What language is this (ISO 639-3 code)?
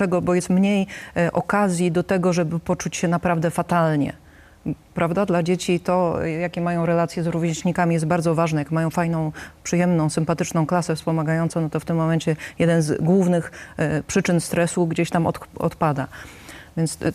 pol